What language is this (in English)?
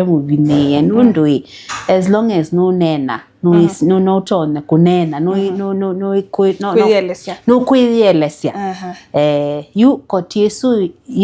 Kamba